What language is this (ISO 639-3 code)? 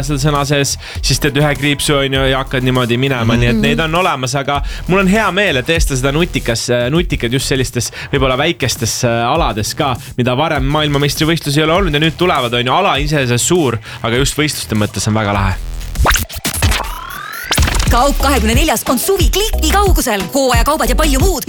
est